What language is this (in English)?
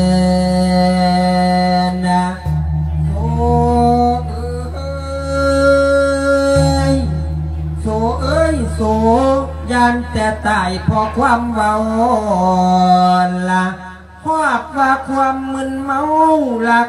Thai